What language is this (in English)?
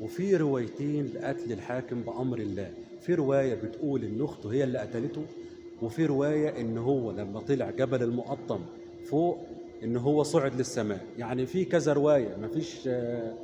Egyptian Arabic